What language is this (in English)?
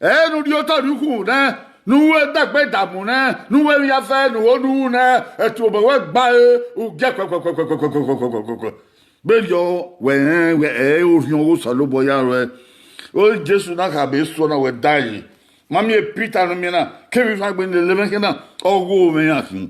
Bini